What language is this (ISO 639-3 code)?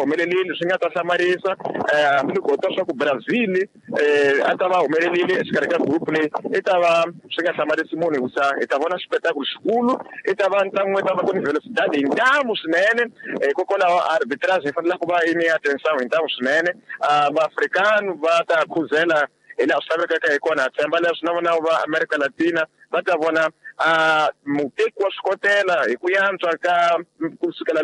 tso